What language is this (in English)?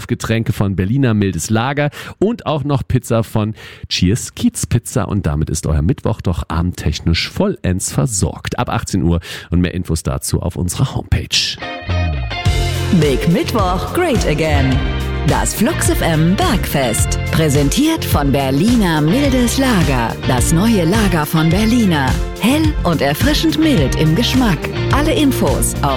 German